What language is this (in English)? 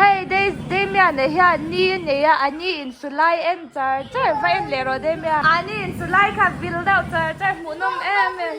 Mizo